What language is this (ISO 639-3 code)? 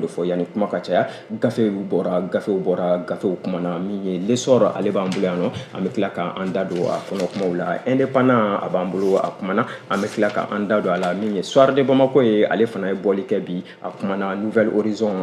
bam